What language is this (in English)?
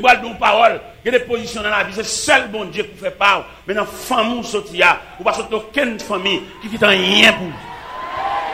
French